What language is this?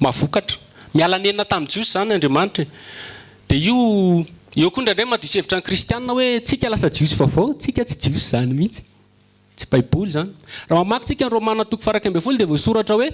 Malagasy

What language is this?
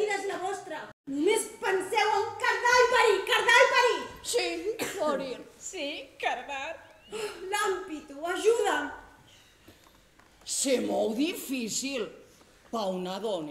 Catalan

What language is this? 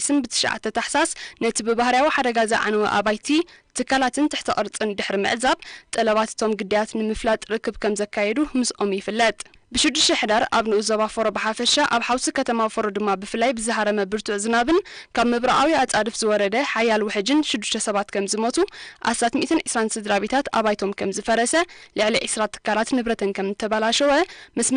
Tigrinya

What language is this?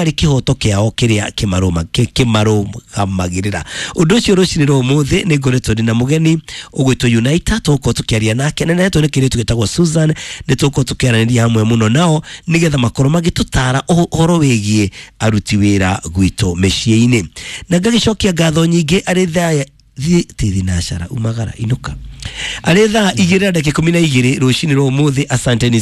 Kikuyu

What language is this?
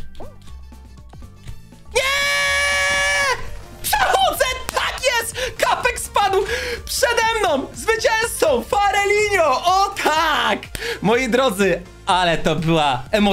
Polish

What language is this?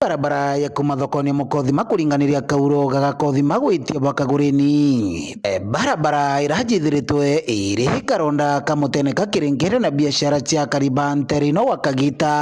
Meru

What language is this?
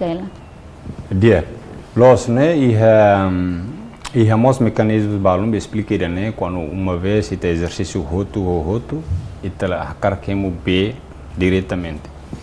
Tetum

